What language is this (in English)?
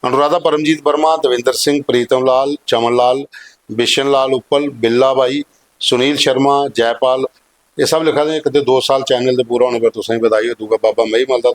Dogri